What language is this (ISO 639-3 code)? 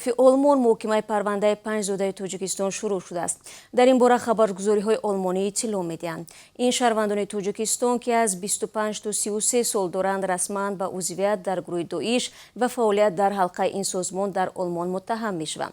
tgk